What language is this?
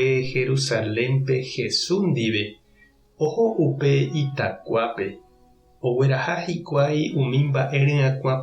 Guarani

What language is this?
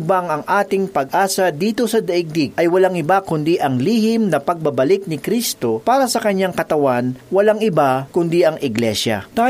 Filipino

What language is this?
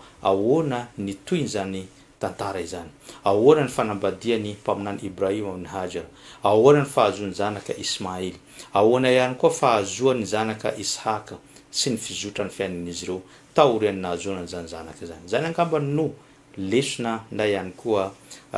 Malagasy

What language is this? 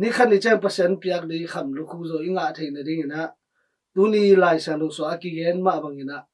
Tedim Chin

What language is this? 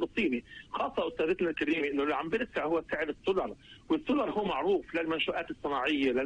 North Levantine Arabic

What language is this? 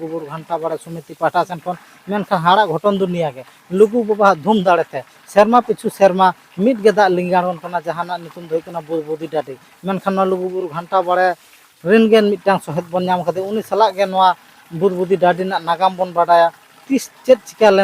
Santali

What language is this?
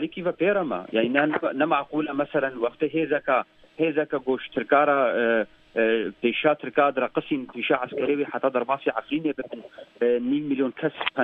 Kurdish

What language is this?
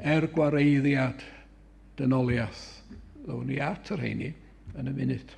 Welsh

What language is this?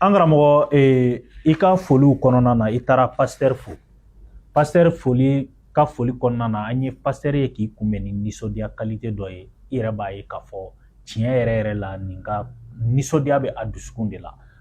Bambara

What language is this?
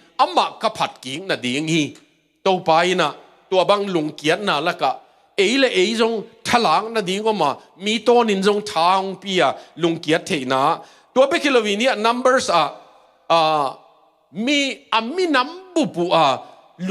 Tedim Chin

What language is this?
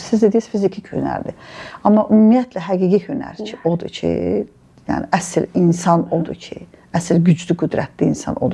Azerbaijani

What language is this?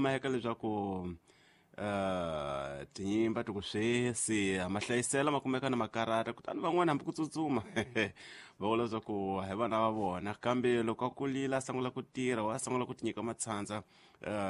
Tsonga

